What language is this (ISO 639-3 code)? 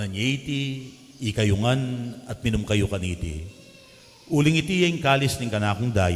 pam